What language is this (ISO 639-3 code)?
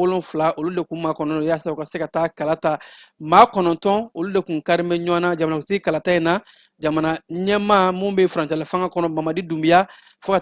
bam